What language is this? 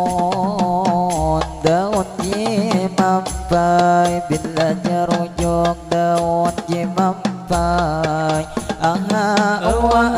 Banjar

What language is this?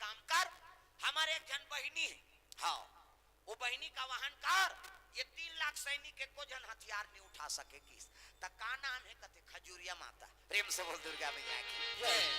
Chhattisgarhi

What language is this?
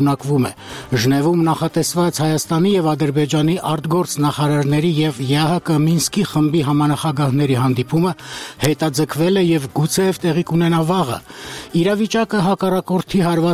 Armenian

